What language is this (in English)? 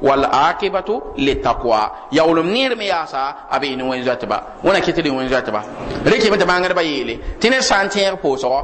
Mossi